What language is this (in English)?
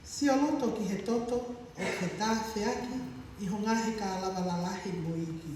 Tongan